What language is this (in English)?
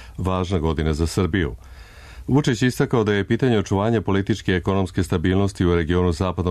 Serbian